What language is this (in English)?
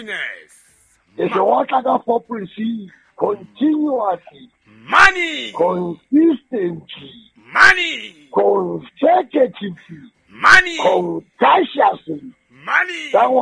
Southern Sotho